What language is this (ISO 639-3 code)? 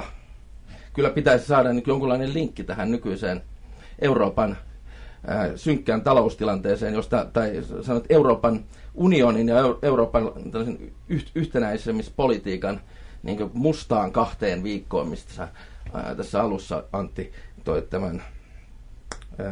fin